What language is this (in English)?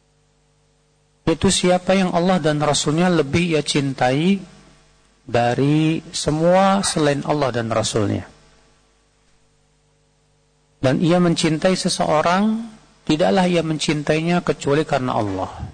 Indonesian